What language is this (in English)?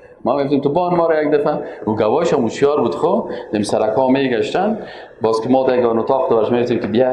Persian